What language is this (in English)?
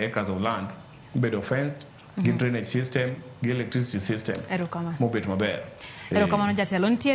Luo (Kenya and Tanzania)